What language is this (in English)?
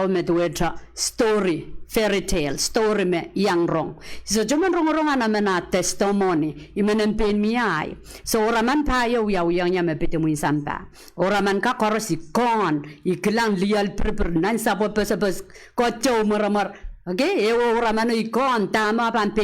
Pohnpeian